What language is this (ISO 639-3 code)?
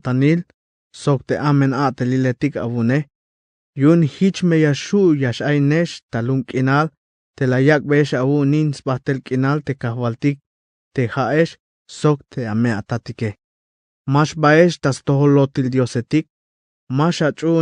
tzh